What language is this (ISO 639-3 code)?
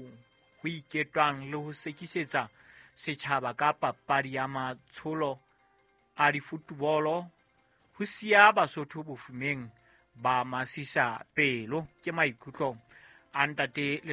sot